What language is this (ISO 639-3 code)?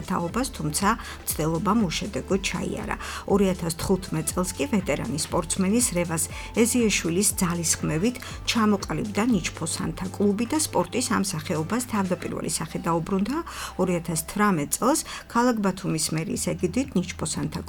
kat